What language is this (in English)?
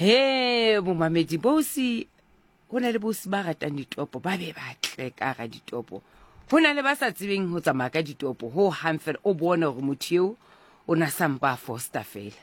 Southern Sotho